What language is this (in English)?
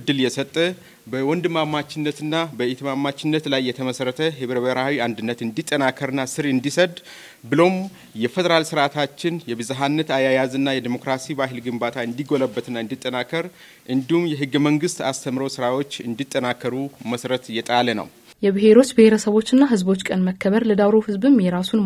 Amharic